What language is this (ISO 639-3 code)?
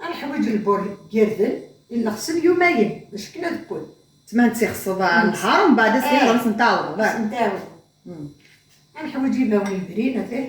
kab